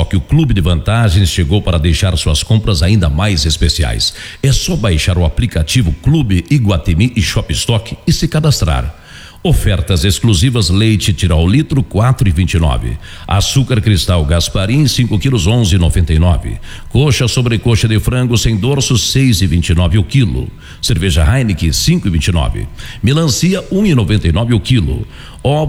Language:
Portuguese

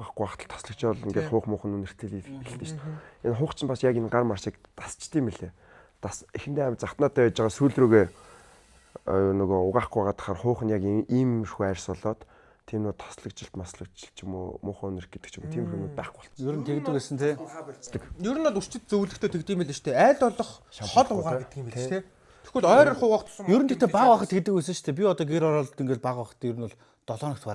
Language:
Mongolian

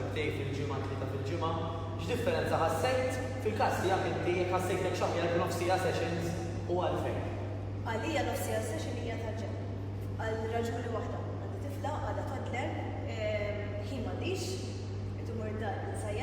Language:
Maltese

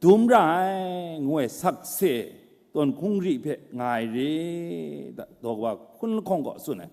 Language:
Kachin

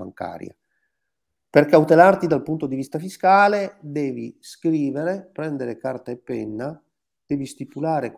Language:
Italian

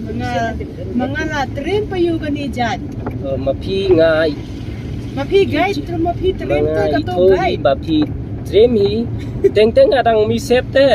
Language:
Khasi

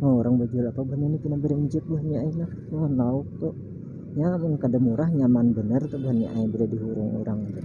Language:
Banjar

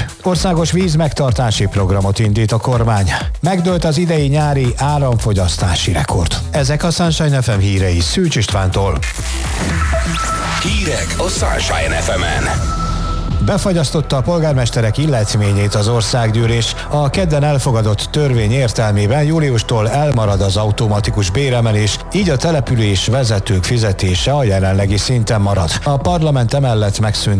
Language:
Hungarian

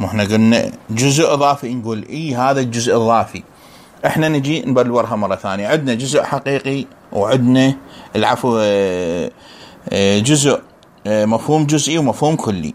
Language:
Mesopotamian Arabic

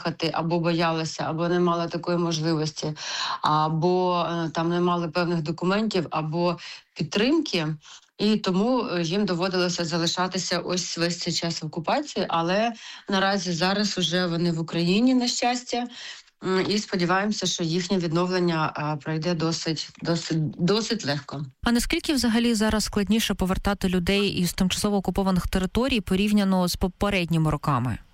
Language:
Ukrainian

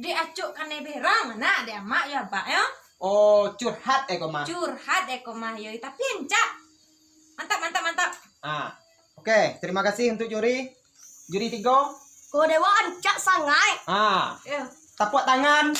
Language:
Minangkabau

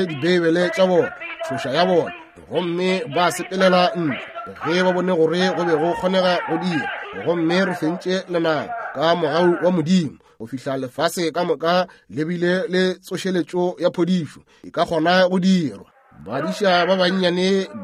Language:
Northern Sotho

